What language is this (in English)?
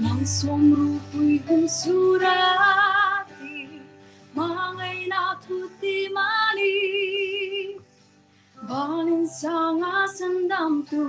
Hmar